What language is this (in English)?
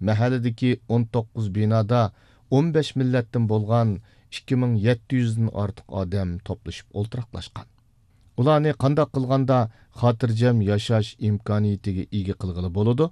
Uyghur